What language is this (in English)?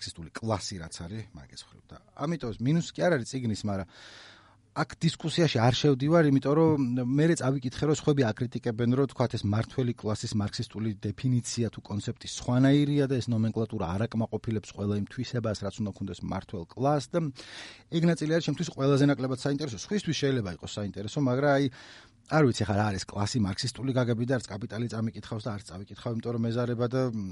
Georgian